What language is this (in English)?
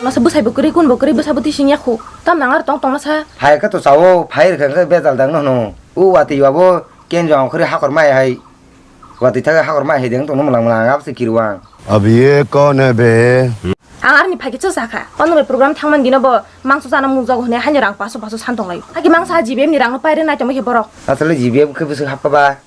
Kok Borok